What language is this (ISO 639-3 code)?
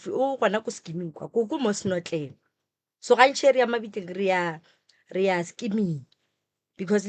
nso